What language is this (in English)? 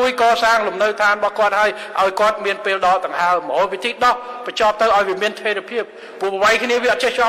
Khmer